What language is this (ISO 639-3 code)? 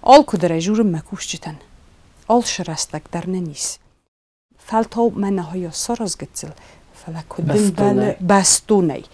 oss